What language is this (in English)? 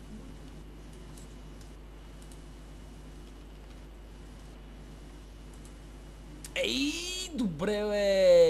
Bulgarian